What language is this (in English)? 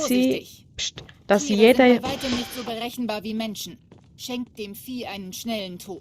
Swiss German